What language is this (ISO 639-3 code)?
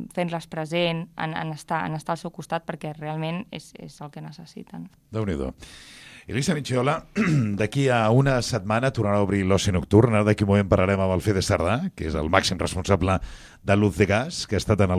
cat